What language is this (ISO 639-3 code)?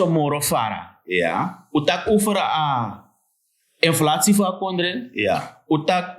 srn